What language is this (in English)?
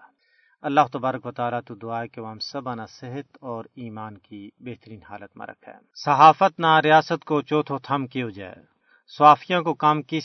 Gujari